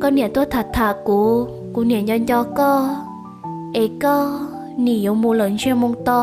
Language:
Hmong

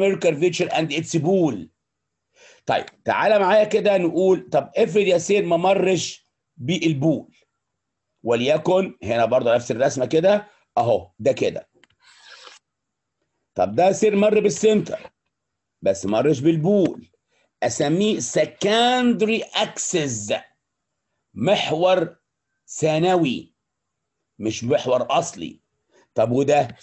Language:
Egyptian Arabic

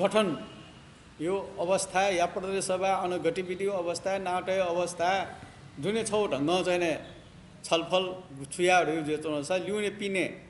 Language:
Newari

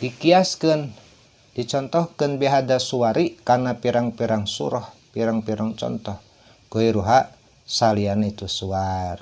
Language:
Sundanese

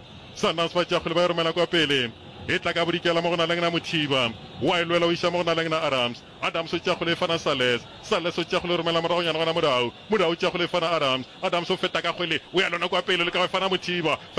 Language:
Northern Sotho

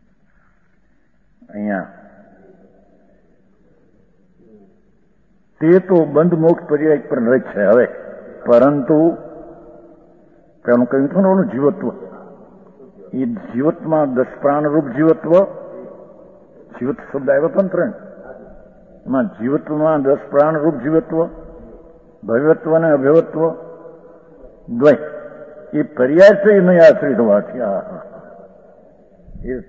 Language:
Gujarati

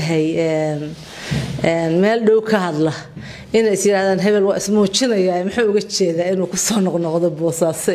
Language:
Somali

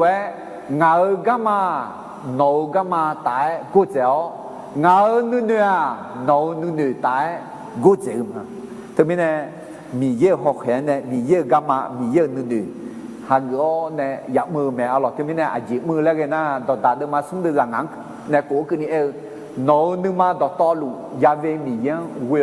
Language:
Akha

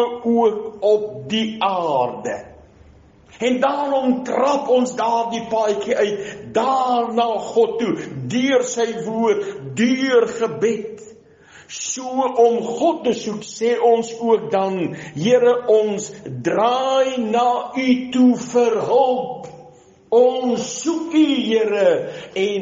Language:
Afrikaans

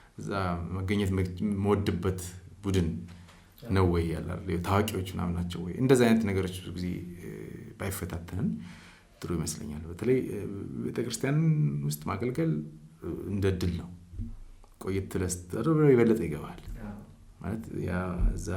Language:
Amharic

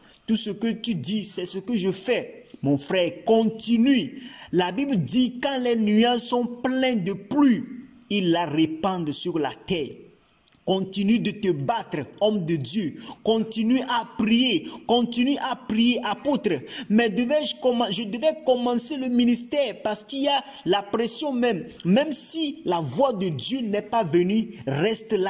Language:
French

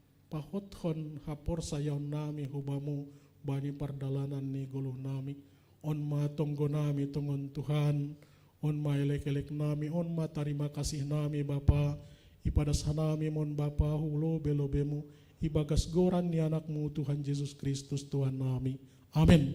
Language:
Batak Simalungun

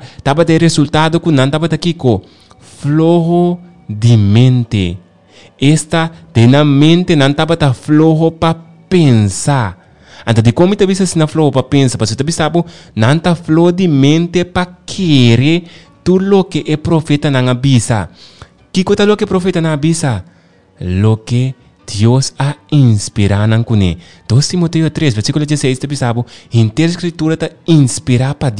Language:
Papiamento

